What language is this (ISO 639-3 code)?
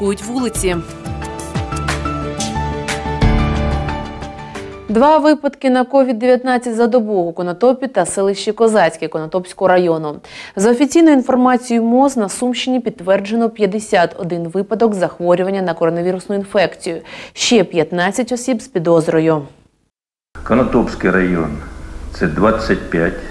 ukr